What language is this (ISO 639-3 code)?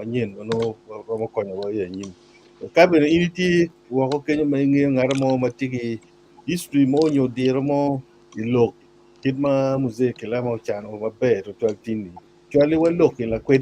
ach